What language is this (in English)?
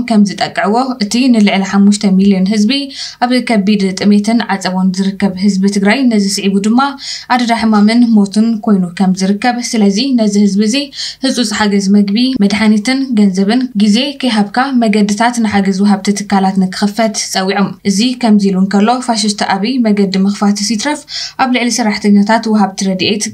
Tigrinya